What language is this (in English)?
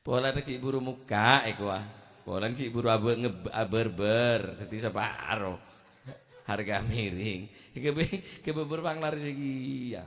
Madurese